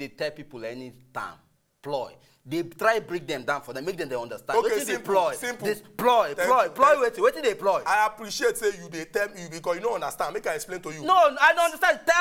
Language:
Nigerian Pidgin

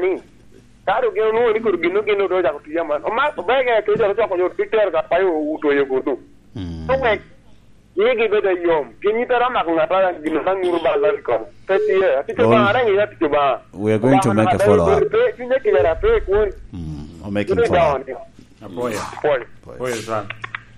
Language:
Lango (Uganda)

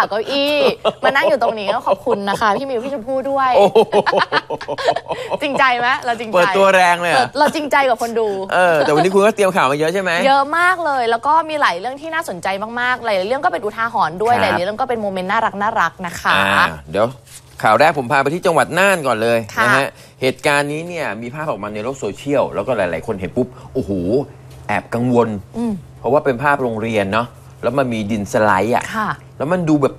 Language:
Thai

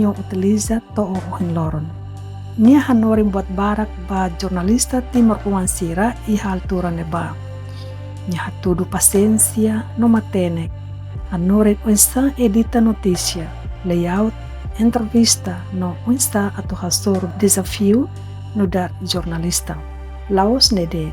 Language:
Tetum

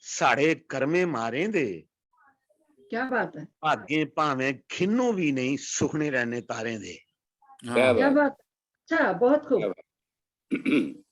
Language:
Dogri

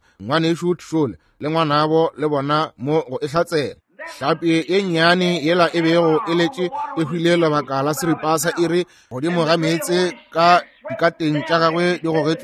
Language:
Northern Sotho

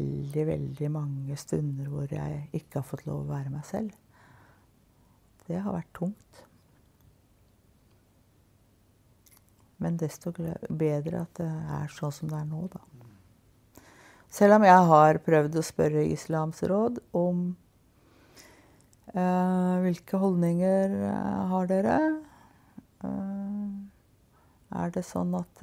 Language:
Norwegian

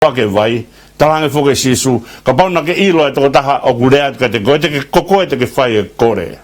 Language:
Tongan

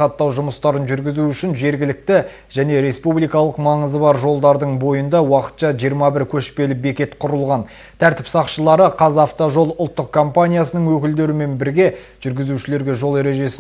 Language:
Kazakh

